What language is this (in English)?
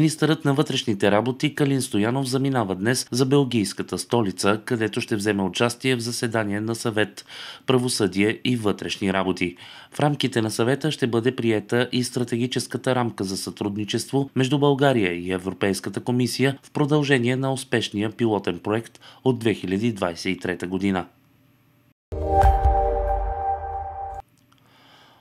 Bulgarian